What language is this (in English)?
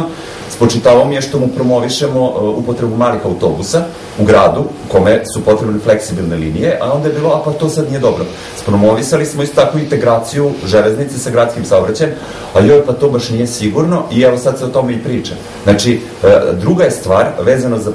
Serbian